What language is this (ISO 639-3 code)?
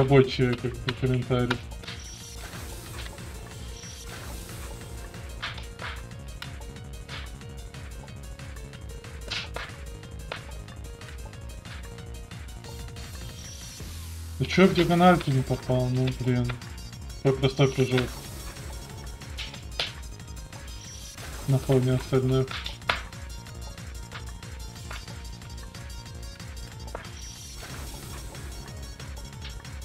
rus